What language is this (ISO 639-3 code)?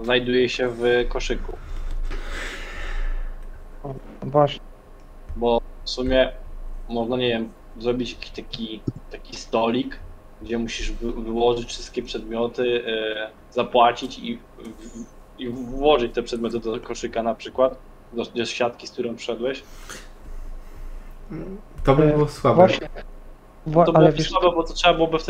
pol